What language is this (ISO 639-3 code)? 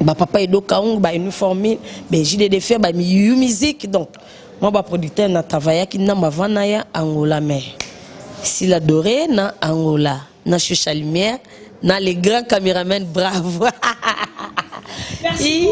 lin